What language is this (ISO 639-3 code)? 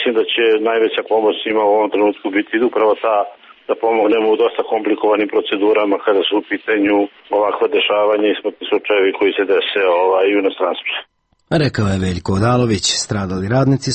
srp